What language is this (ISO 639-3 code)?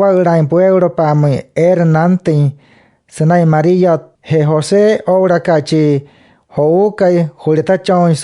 guc